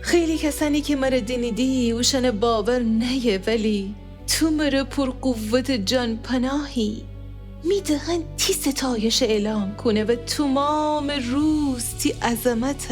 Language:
Gilaki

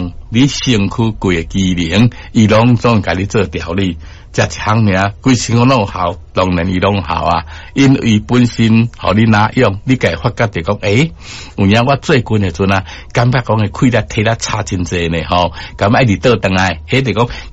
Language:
Min Nan Chinese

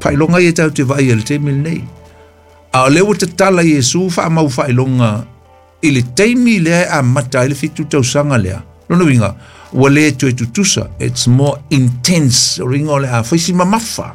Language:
Samoan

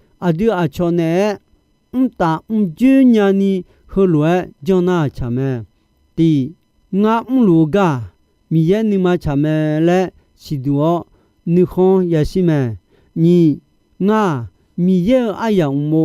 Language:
Akha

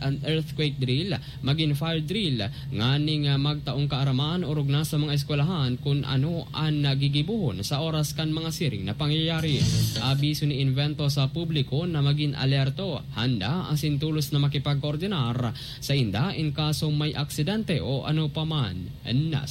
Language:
Bikol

